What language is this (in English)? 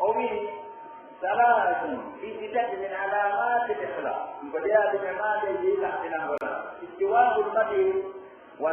Pular